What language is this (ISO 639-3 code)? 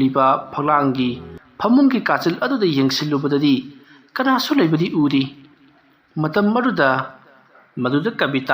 mni